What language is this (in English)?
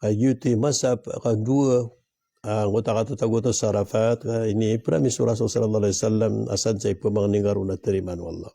Maranao